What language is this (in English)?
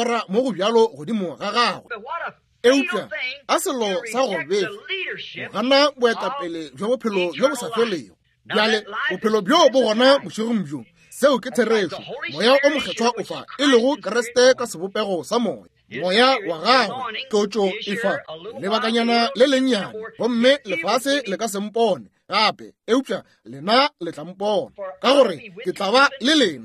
Northern Sotho